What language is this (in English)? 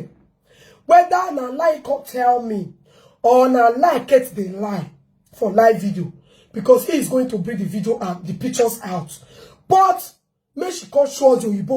Nigerian Pidgin